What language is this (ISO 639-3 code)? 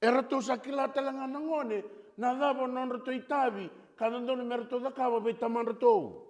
fij